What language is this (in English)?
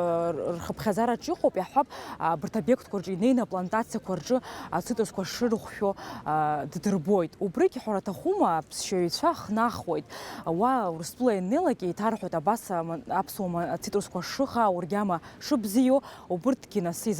Abkhazian